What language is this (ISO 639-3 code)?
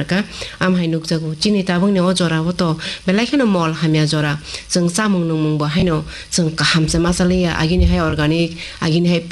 trp